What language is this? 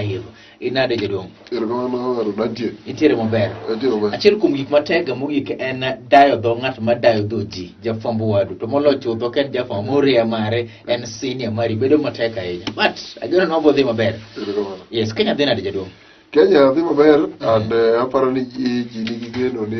Luo (Kenya and Tanzania)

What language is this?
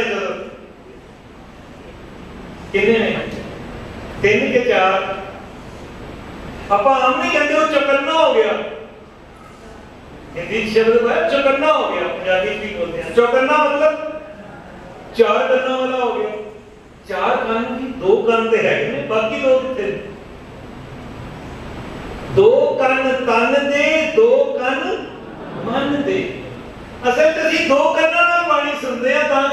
Punjabi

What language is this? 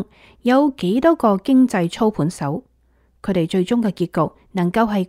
Cantonese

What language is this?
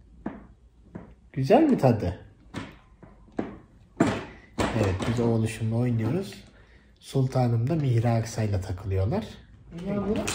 Turkish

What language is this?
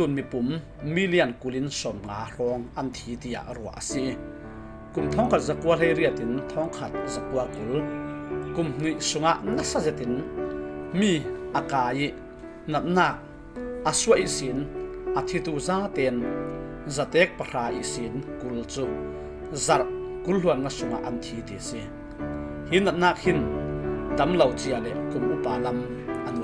Falam Chin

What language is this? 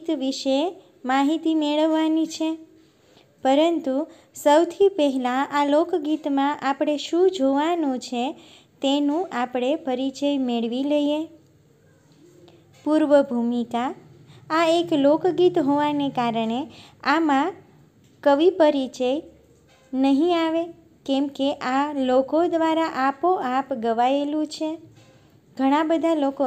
Gujarati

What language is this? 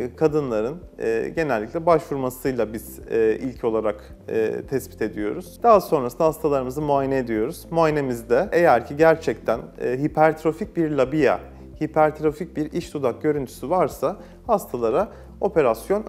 Turkish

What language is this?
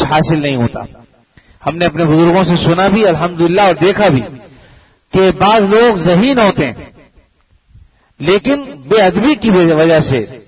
Urdu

